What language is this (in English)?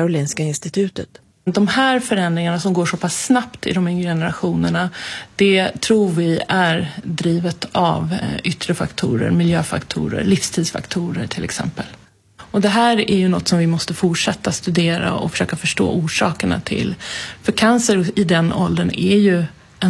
Swedish